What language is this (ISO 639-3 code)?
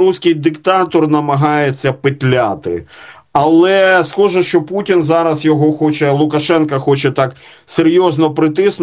ukr